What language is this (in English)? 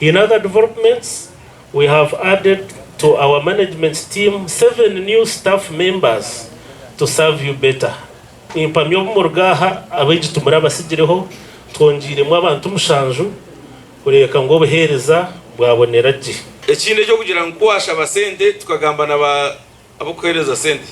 Nyankole